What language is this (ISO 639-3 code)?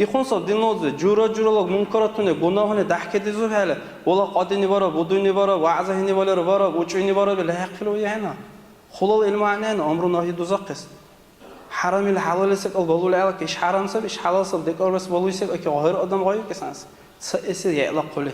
dar